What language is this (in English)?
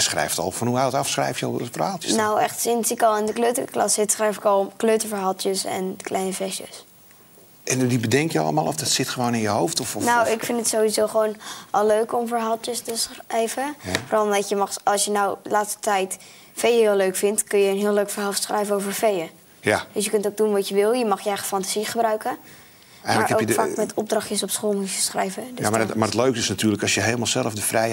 Dutch